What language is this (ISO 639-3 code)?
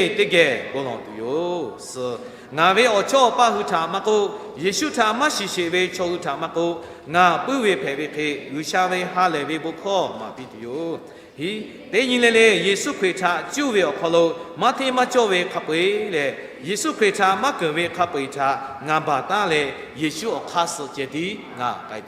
lhu